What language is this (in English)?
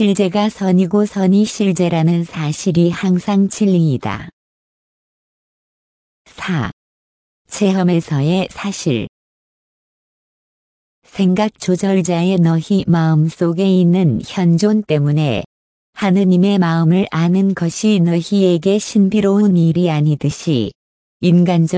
Korean